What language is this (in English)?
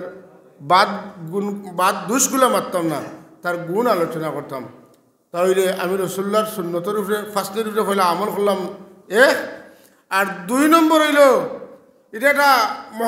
Sylheti